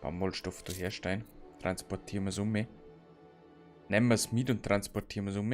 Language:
Bavarian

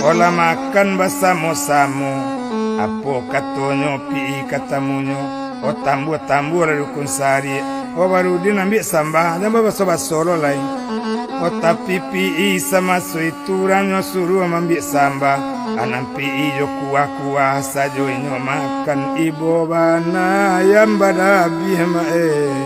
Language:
Minangkabau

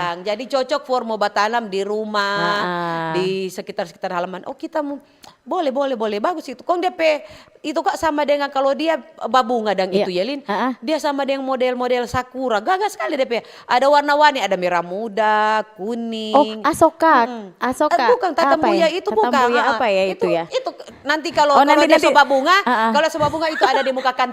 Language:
Manado Malay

